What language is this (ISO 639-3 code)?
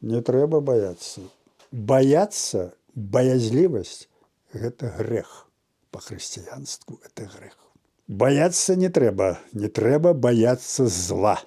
bel